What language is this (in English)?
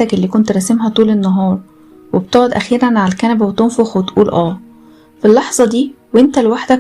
Egyptian Arabic